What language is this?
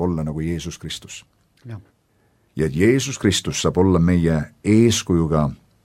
Estonian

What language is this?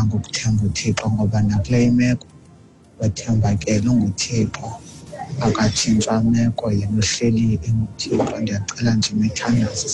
Xhosa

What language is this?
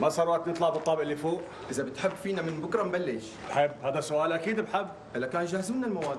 North Levantine Arabic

